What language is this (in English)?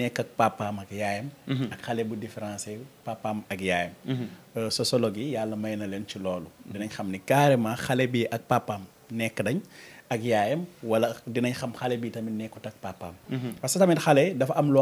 Wolof